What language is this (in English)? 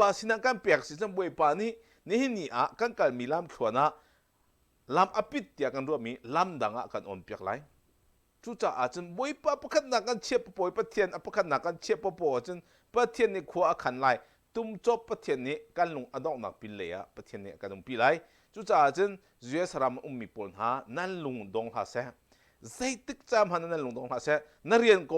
Hakha Chin